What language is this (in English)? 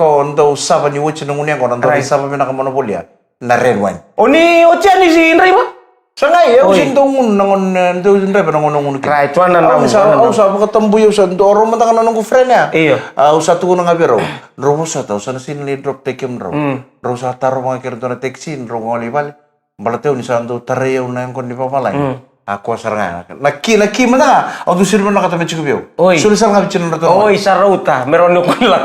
Fijian